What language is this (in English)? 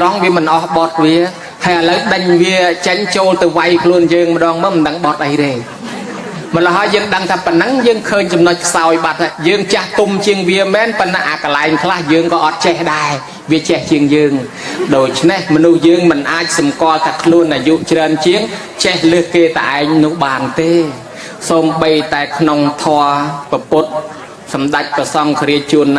Khmer